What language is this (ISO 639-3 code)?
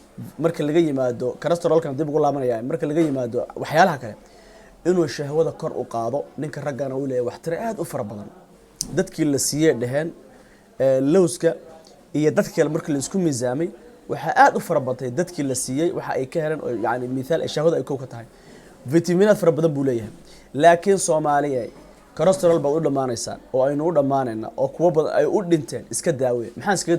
som